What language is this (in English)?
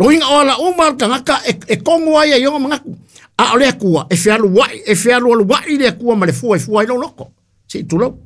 Samoan